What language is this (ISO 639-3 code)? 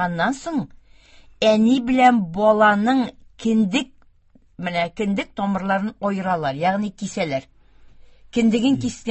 tat